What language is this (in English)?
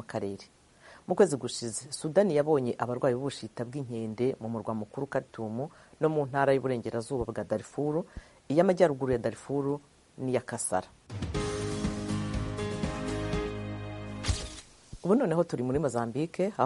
Kinyarwanda